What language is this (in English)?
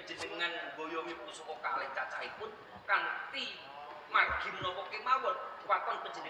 Javanese